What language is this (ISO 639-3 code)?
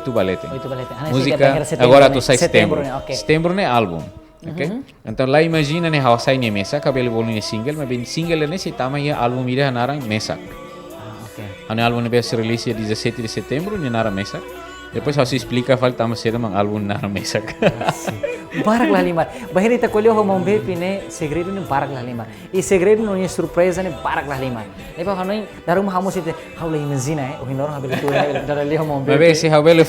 tet